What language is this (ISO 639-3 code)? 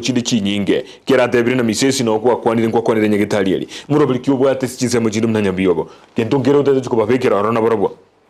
guz